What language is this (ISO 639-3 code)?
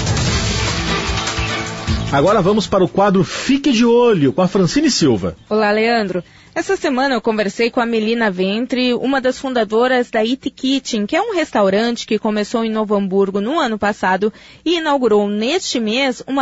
por